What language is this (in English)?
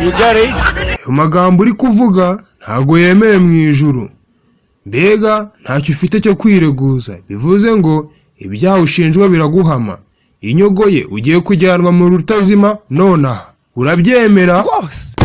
Kinyarwanda